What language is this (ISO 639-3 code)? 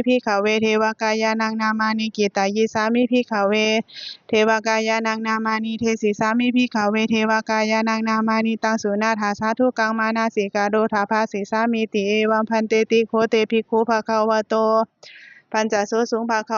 pli